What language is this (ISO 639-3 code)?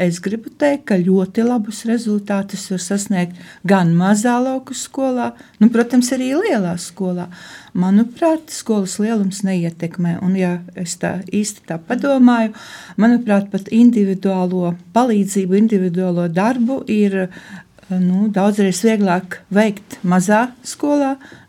lav